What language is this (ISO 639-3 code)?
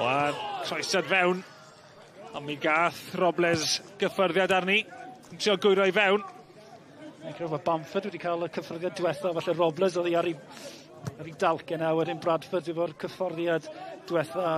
cym